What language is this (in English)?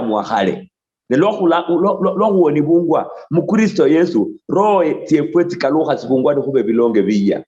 Luyia